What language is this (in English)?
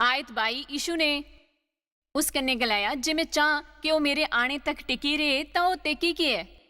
Dogri